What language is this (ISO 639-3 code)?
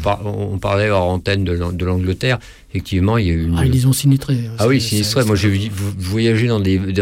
fra